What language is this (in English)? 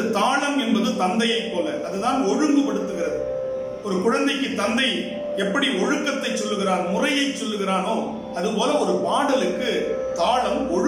Tamil